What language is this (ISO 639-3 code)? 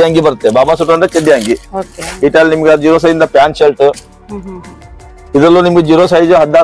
kan